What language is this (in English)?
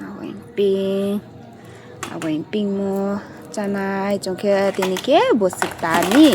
Riang (India)